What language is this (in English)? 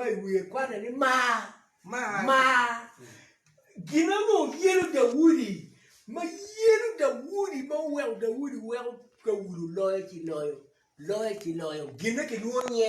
Acoli